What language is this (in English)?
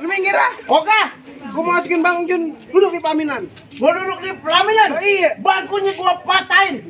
Betawi